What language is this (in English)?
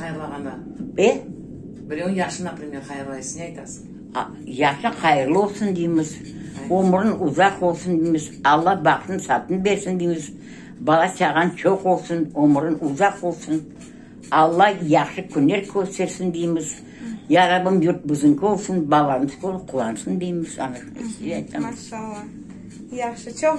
Crimean Tatar